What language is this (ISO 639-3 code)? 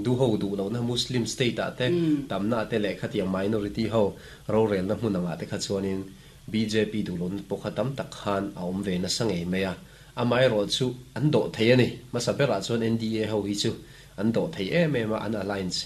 lus